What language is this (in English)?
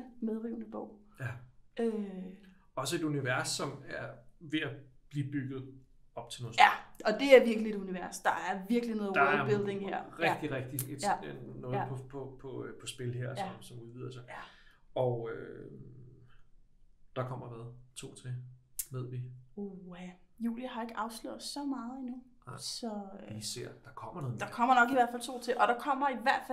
Danish